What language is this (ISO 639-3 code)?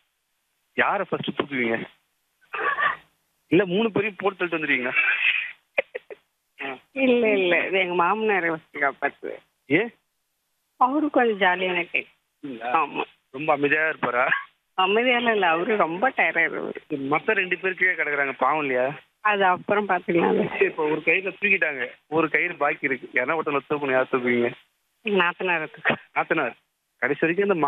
tam